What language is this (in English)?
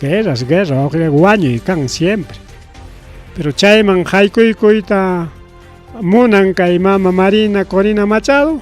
Ayacucho Quechua